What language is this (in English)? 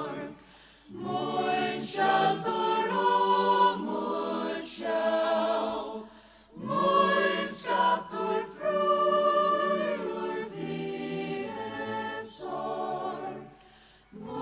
Faroese